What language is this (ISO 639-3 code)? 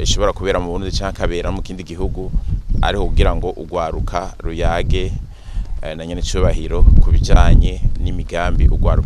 run